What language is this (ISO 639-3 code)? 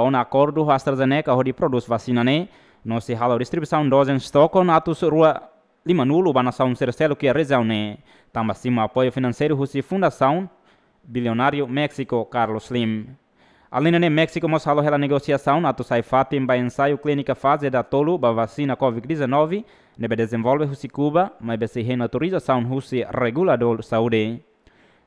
tet